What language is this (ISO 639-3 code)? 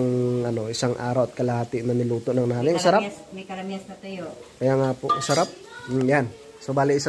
fil